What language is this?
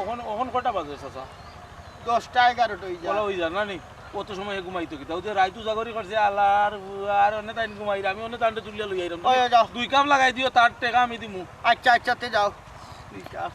Sylheti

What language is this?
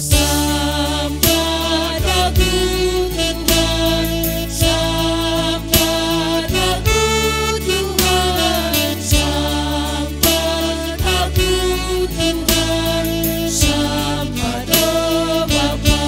Batak Karo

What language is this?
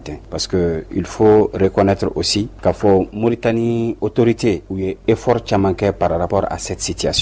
Bambara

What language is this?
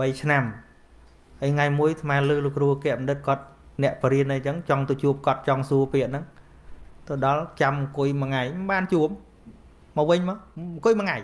Khmer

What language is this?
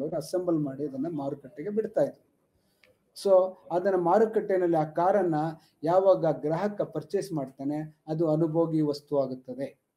Kannada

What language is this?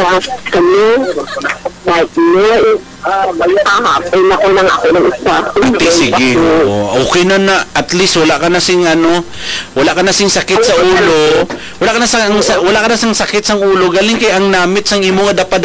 Hiligaynon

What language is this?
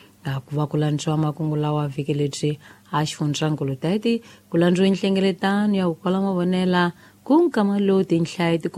Tsonga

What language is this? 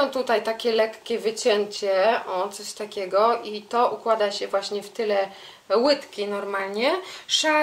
Polish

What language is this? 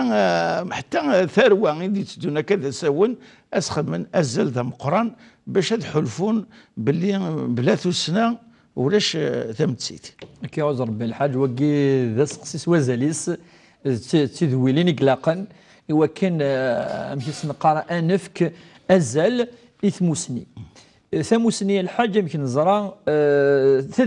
Kabyle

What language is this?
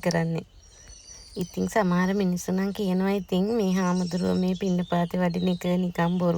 Sinhala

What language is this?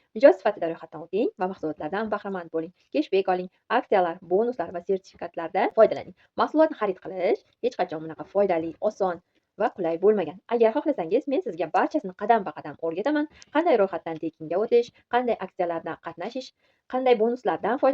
Uzbek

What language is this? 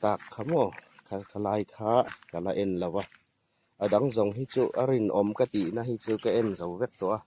Hmar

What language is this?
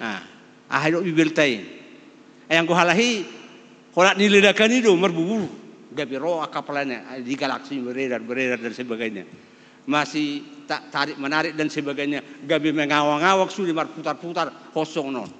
Batak Toba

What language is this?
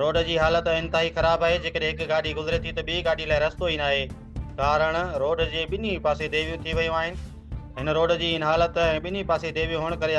Sindhi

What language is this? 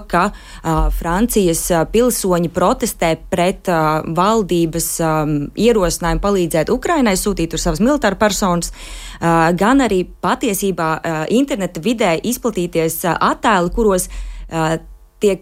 Latvian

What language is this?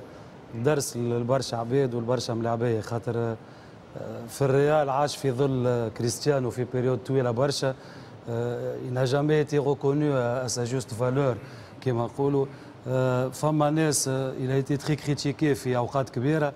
Tunisian Arabic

